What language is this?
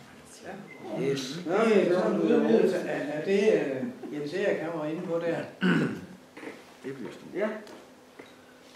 Danish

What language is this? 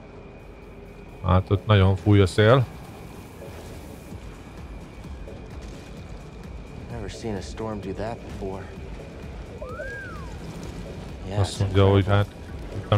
Hungarian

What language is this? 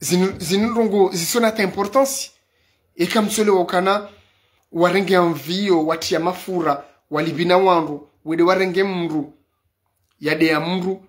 Ngazidja Comorian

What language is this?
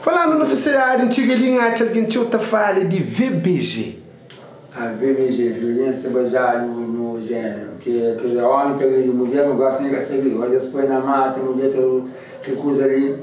Kabuverdianu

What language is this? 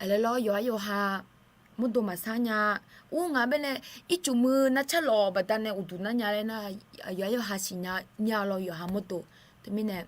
Akha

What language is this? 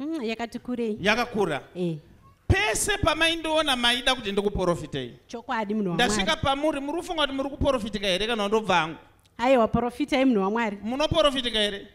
Shona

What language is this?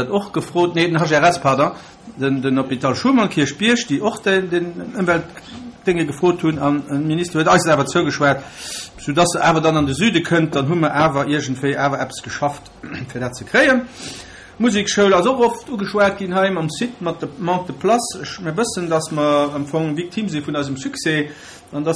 Luxembourgish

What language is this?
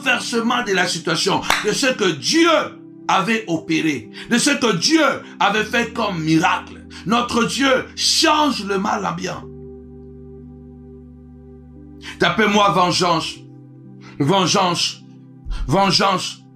French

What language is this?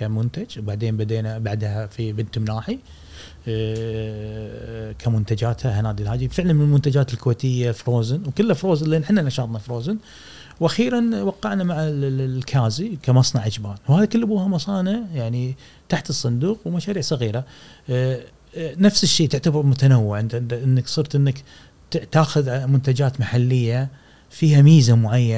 Gulf Arabic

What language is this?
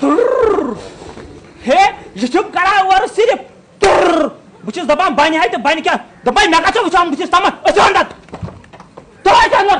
Kashmiri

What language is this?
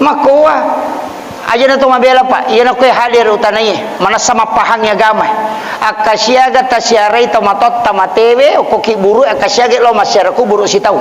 Buginese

